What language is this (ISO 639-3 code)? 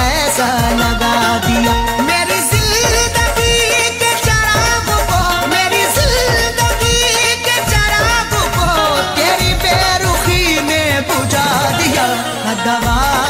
hin